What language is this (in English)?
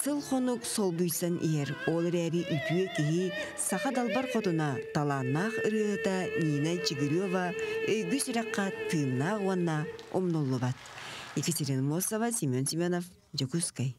Yakut